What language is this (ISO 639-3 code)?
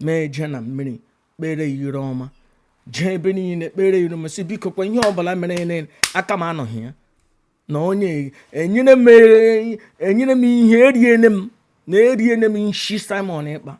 ibo